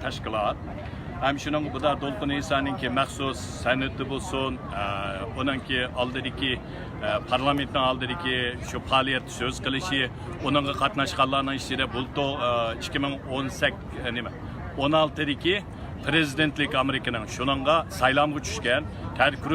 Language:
Uyghur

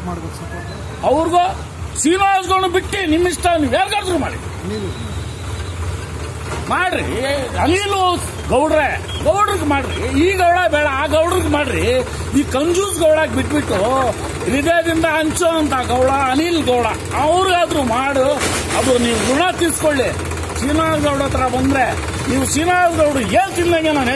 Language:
Kannada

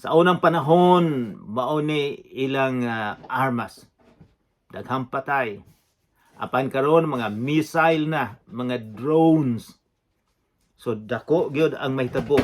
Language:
Cebuano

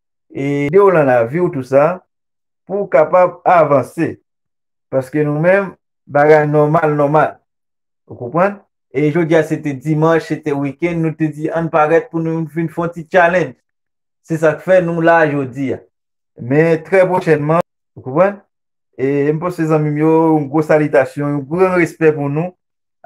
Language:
Haitian Creole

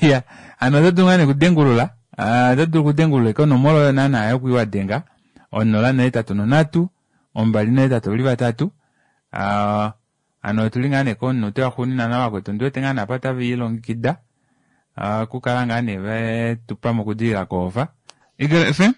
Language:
Kuanyama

